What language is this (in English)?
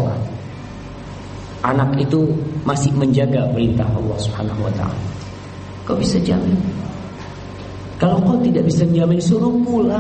Indonesian